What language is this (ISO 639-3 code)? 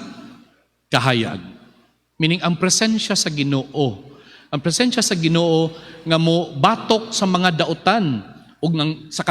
ceb